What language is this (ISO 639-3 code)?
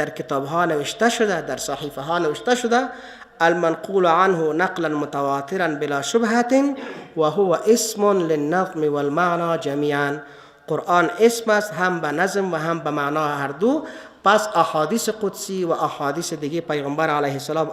fas